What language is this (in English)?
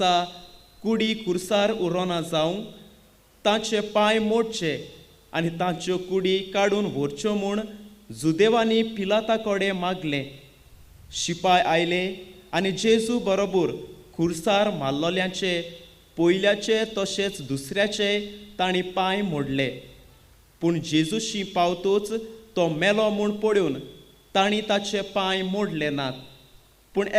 Konkani